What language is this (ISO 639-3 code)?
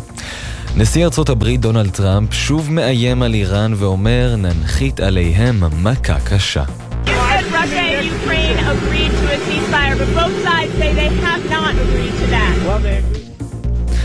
heb